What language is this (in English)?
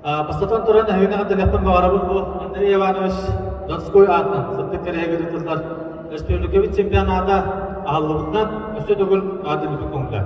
Yakut